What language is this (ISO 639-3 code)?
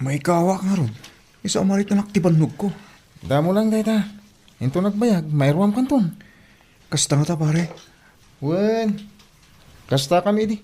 ilo